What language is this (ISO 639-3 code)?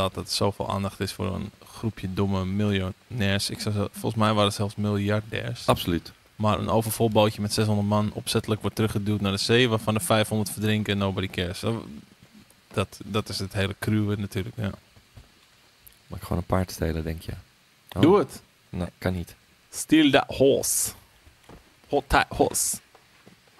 nld